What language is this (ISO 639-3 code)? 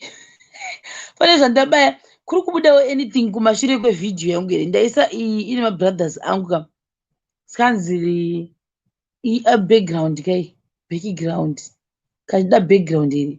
sna